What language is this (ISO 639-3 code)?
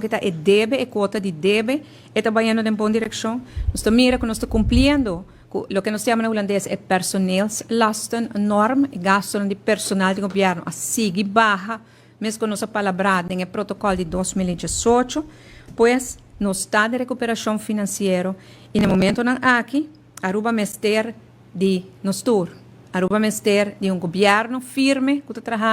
pap